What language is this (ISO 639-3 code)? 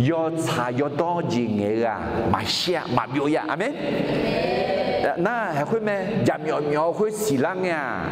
ahk